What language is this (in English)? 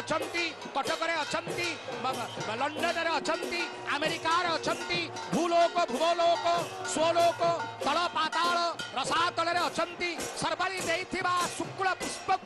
Odia